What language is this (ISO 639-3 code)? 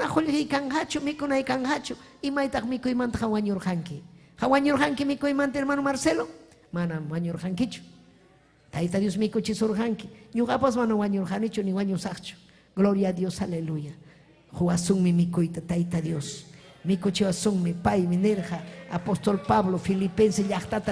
quy